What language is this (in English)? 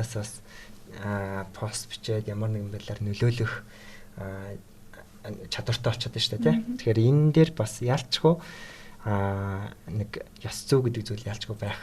Mongolian